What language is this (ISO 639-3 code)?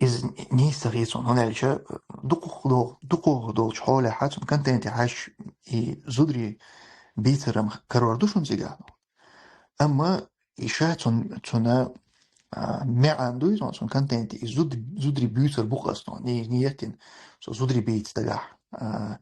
che